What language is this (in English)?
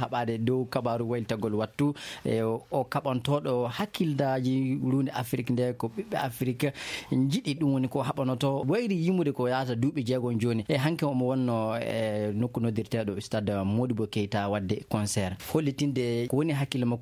Fula